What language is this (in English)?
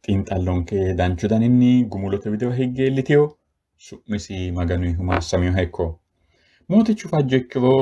Sidamo